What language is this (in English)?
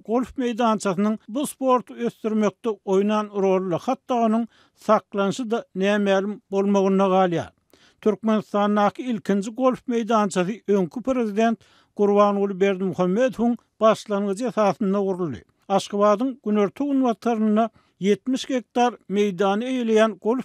Turkmen